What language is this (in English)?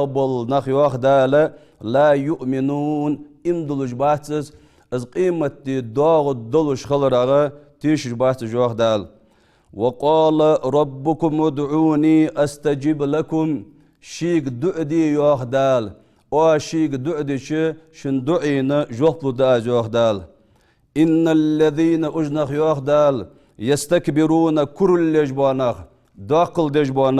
Ingush